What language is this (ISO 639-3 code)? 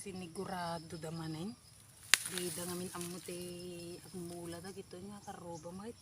ilo